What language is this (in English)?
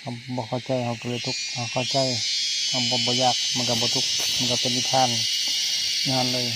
Lao